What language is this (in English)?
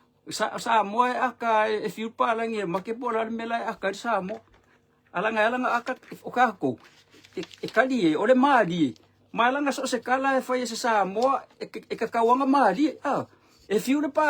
Samoan